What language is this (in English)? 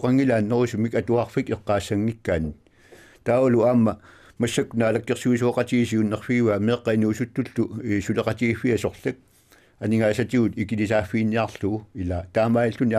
Kalaallisut